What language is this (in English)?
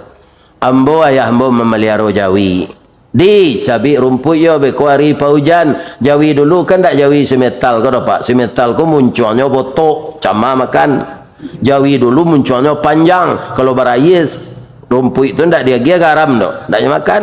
Minangkabau